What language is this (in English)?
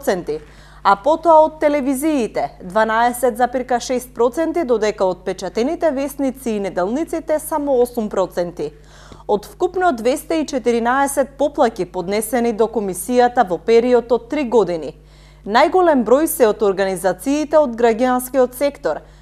Macedonian